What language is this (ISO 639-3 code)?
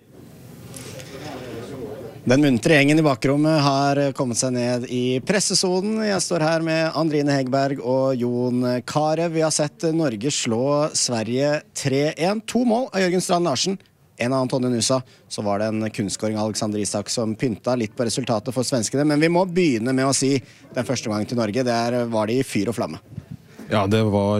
nor